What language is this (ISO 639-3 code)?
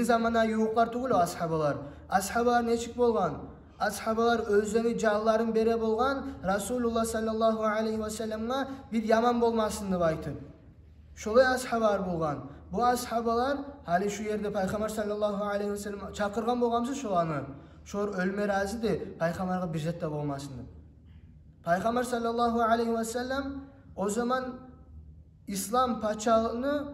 kum